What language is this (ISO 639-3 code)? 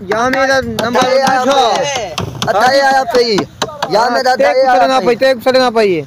skr